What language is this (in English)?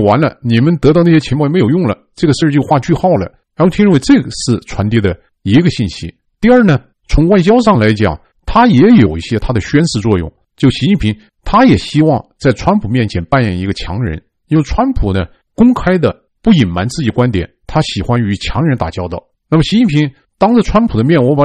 Chinese